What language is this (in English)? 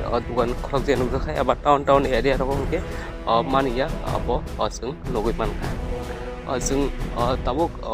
Kok Borok